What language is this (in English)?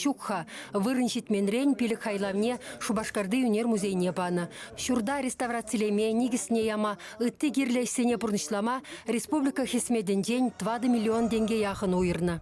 Chuvash